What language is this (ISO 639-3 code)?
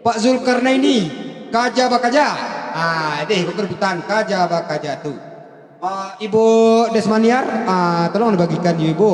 min